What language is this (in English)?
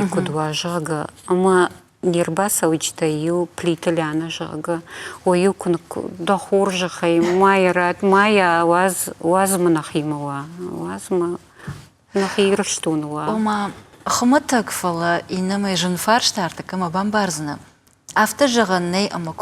Ossetic